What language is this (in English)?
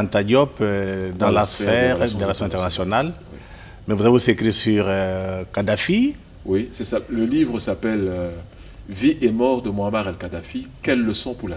French